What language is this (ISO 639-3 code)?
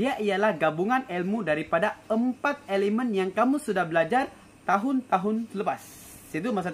msa